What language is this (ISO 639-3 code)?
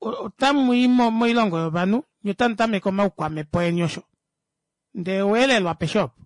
kua